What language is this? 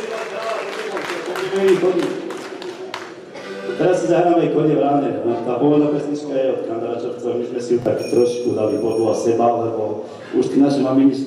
Slovak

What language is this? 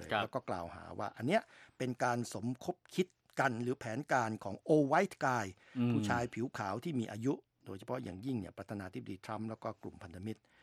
Thai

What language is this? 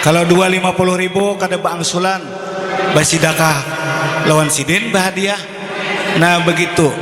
Banjar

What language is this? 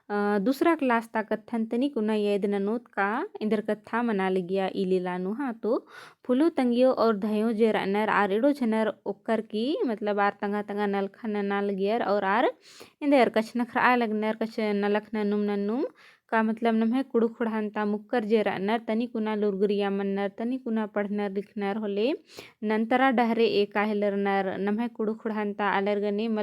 Kurukh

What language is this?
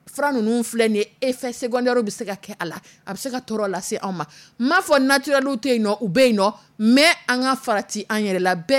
Dyula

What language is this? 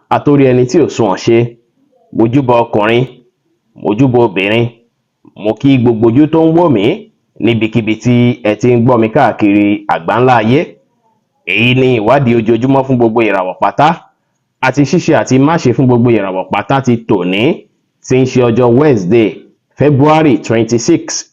Yoruba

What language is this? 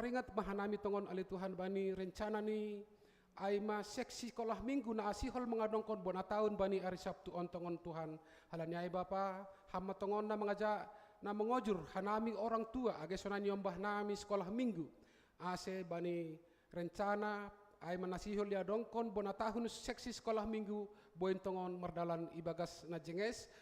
Batak Simalungun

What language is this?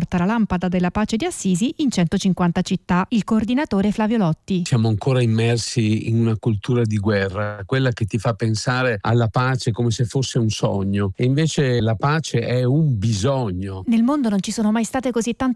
Italian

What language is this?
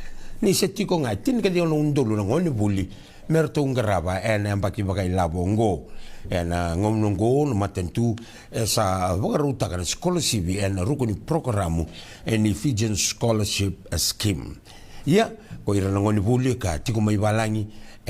Fijian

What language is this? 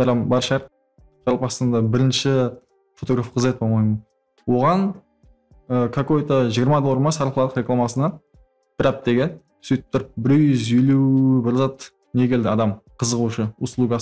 Kara-Kalpak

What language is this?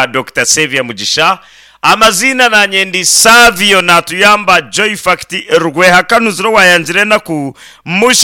Nyankole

